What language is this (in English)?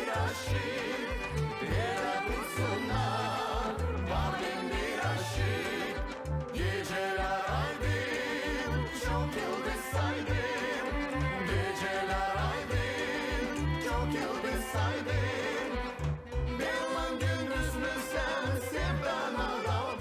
Gagauz